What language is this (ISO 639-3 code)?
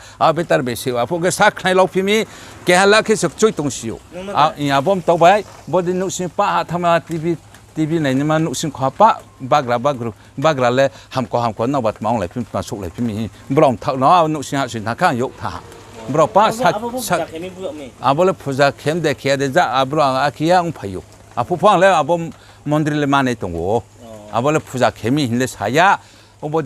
ria